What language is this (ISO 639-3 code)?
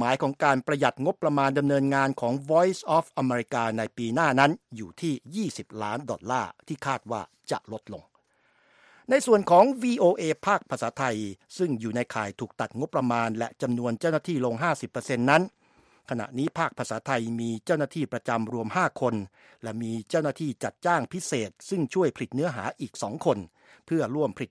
tha